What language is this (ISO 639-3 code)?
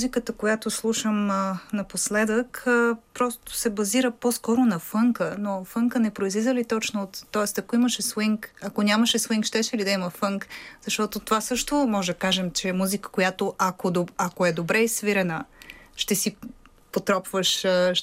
bul